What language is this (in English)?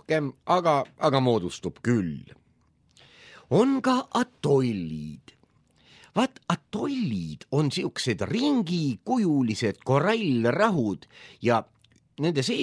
Estonian